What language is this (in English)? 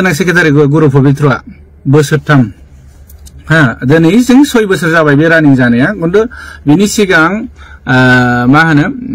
Bodo